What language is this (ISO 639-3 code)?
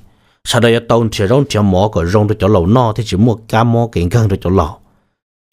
hmn